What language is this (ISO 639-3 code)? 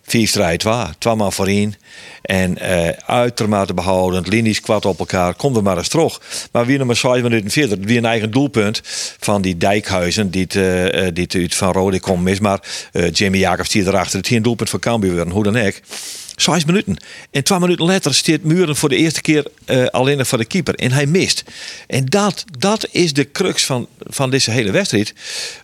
fry